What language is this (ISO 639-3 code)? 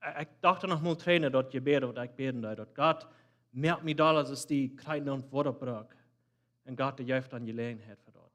pdt